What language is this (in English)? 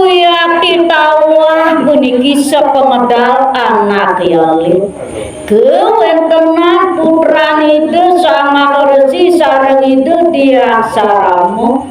Balinese